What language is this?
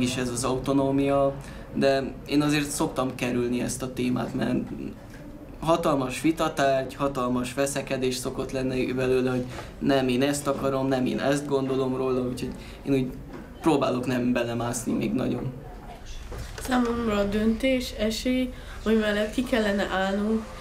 Hungarian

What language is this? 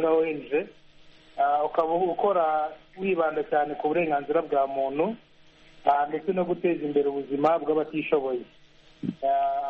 Kinyarwanda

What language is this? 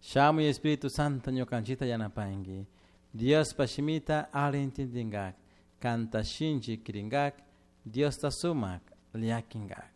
Chimborazo Highland Quichua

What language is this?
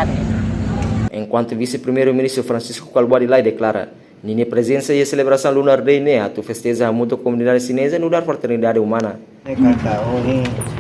Tetum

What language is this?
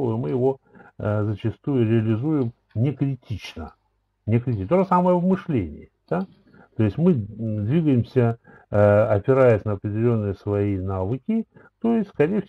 Russian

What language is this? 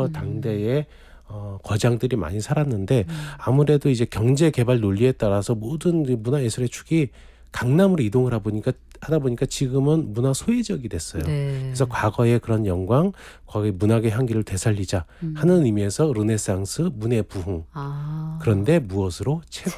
Korean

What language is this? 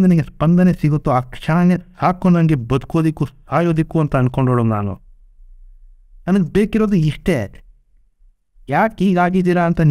Kannada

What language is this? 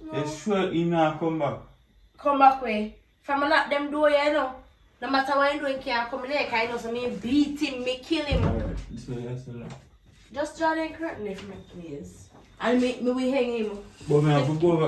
Jamaican Creole English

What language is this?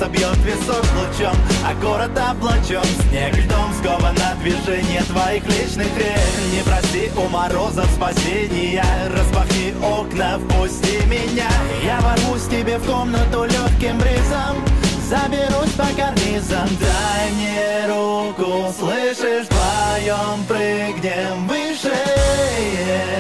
Russian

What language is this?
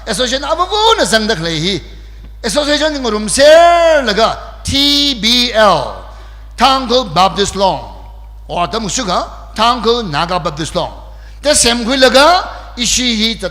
Tangkhul Naga (India)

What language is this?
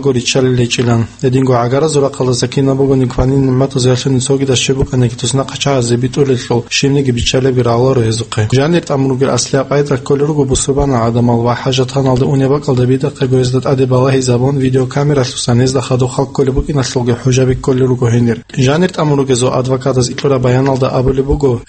Avaric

